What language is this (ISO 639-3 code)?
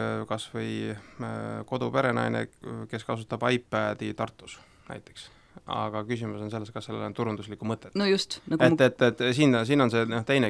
est